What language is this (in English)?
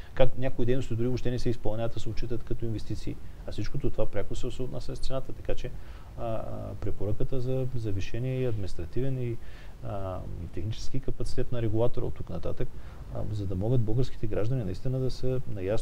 Bulgarian